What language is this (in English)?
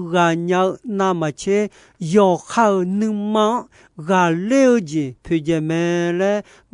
Akha